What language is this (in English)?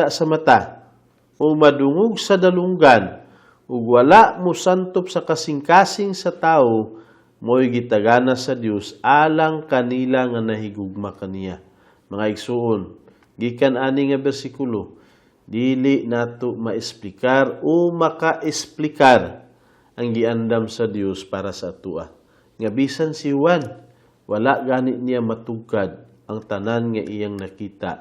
Cebuano